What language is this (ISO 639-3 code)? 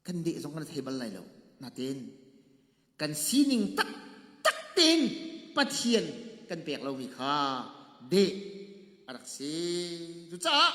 cnh